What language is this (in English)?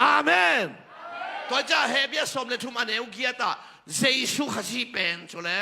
Tedim Chin